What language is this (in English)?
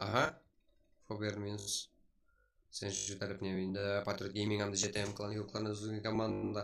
Kara-Kalpak